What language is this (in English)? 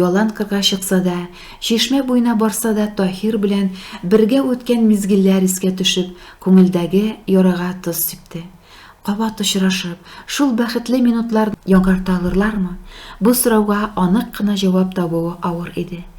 Tatar